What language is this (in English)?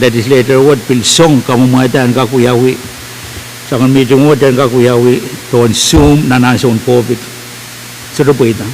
Pohnpeian